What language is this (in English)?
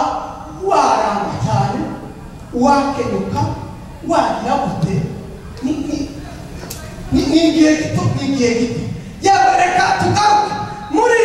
Kinyarwanda